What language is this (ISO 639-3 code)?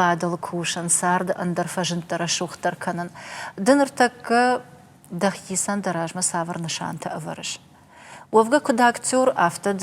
oss